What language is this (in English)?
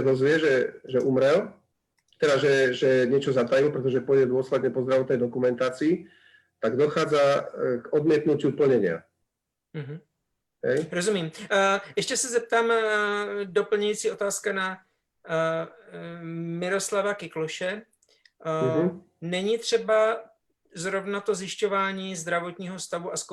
Slovak